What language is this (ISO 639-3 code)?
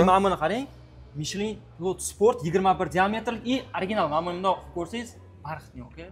uzb